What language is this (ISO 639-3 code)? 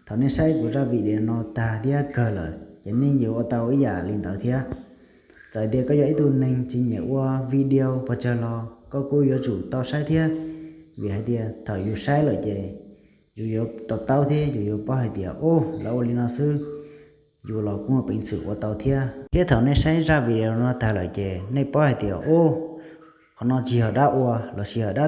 hmn